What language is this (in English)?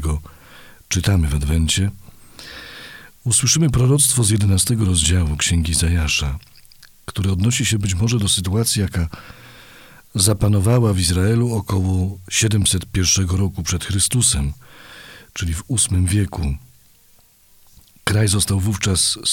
Polish